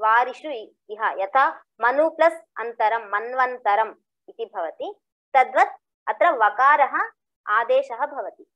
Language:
Sanskrit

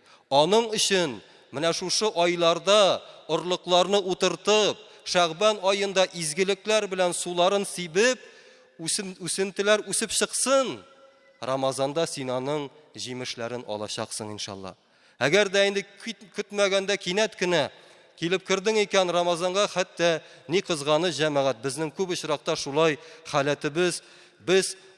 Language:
Tatar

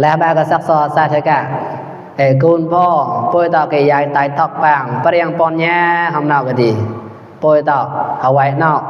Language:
Mon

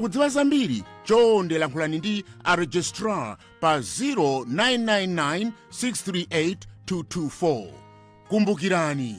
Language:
Nyanja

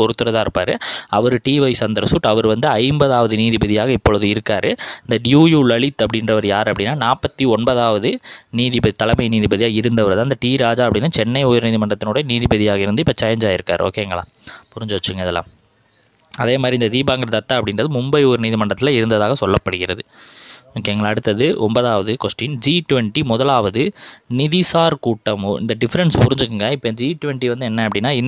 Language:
Tamil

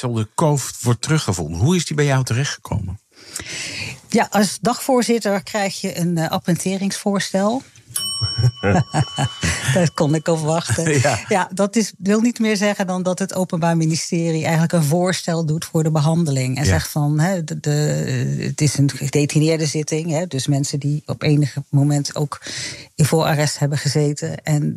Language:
Dutch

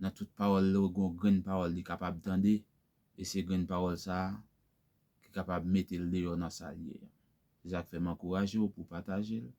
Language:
Haitian Creole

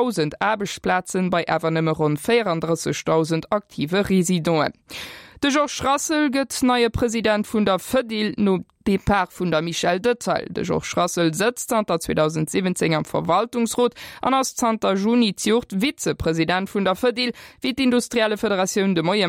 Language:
Luxembourgish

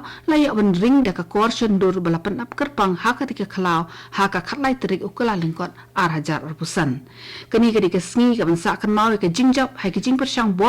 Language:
Khasi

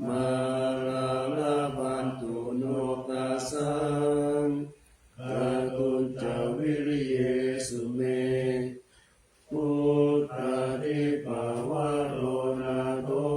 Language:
Pali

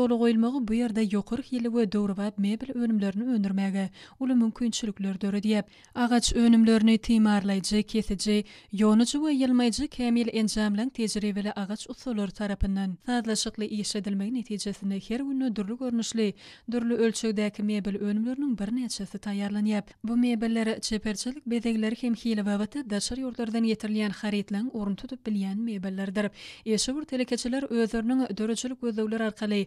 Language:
Turkmen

